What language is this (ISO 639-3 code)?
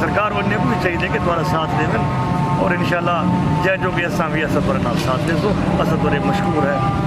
skr